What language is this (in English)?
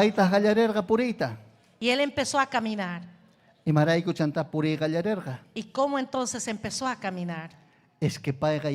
Ayacucho Quechua